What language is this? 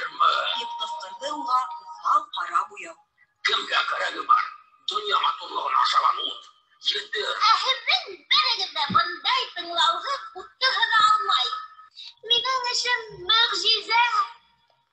Bashkir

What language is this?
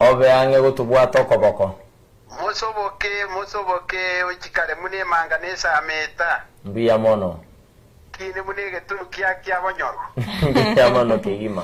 Gusii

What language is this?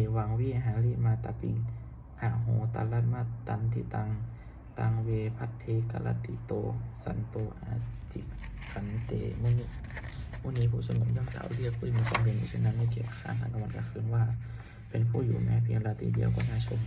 Pali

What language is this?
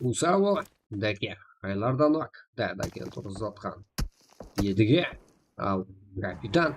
Kara-Kalpak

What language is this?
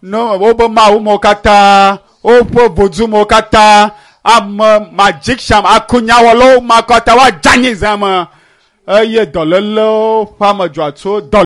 Ewe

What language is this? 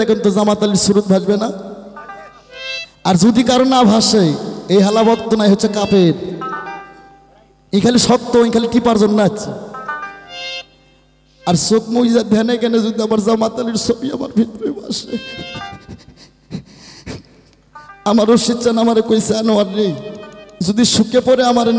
Bangla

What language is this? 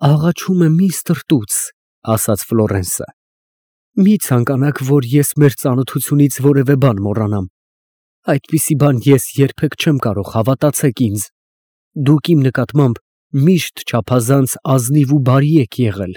Armenian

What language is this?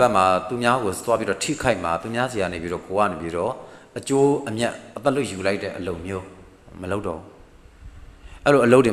Burmese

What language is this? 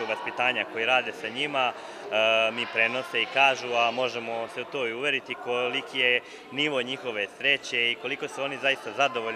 Serbian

